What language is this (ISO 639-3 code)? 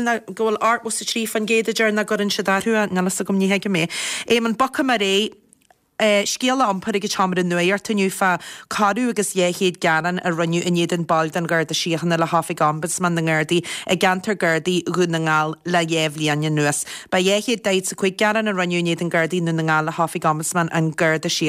gle